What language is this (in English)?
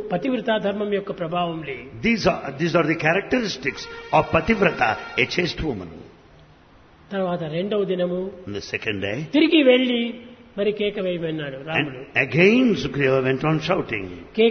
Telugu